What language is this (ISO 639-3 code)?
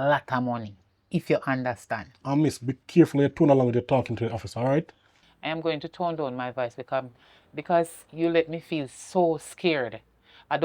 jam